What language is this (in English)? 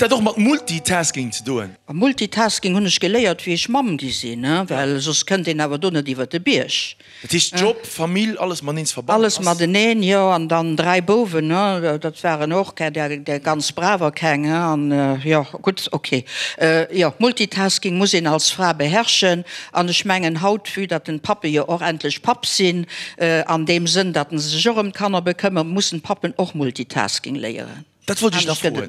Luxembourgish